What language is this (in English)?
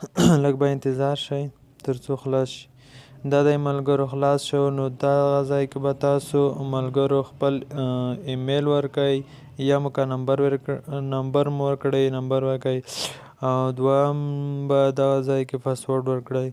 Pashto